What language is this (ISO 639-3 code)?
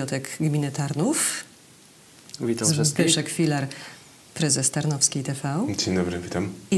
pol